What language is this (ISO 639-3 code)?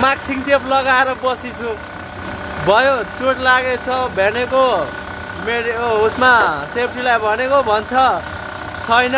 nep